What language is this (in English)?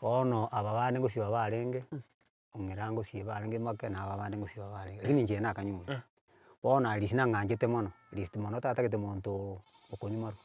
Gusii